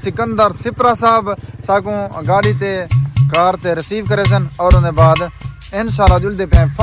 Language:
Saraiki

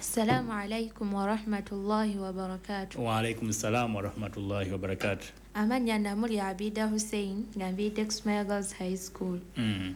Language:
Ganda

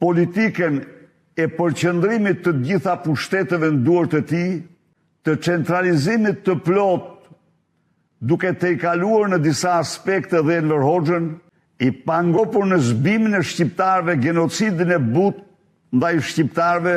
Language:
Albanian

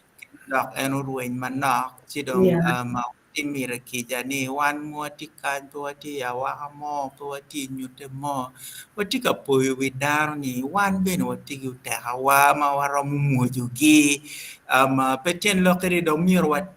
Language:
Acoli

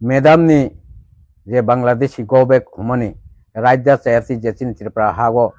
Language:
Kok Borok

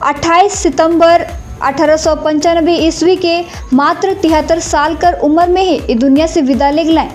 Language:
Sadri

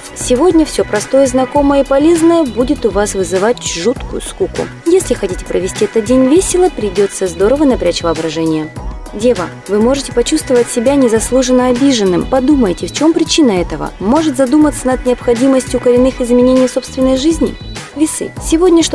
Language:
Russian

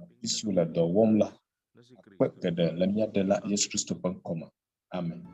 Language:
Ewe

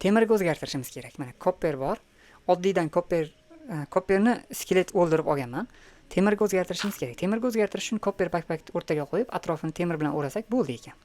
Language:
Uzbek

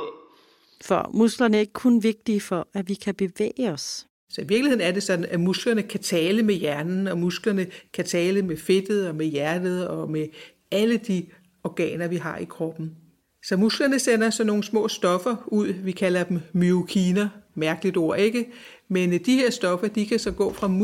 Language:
Danish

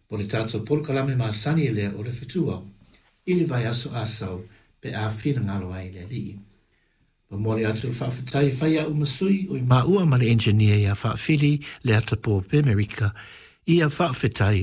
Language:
Samoan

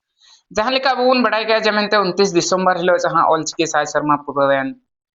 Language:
Santali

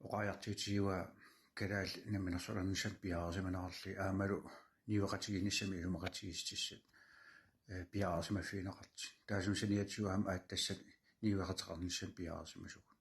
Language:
Kalaallisut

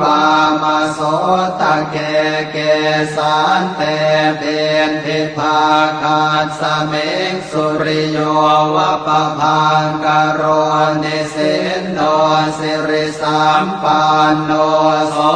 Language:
Pali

